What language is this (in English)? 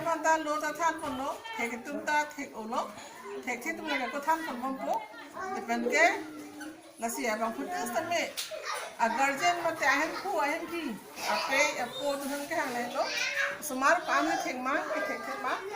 Karbi